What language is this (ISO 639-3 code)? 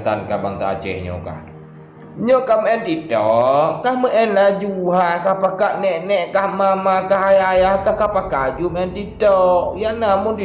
ace